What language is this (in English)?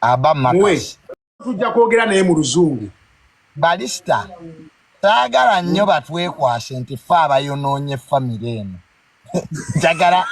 Ganda